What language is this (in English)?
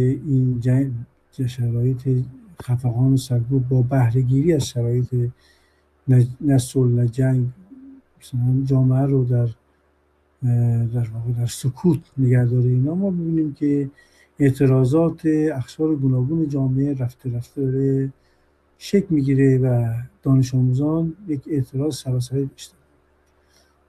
Persian